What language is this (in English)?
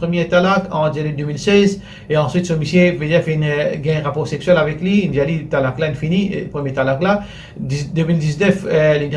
Morisyen